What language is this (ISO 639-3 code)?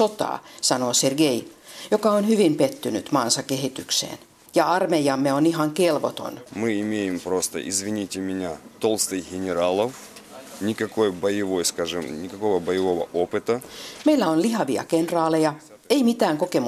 fin